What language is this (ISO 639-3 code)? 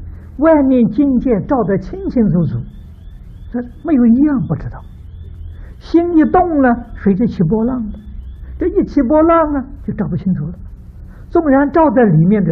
zho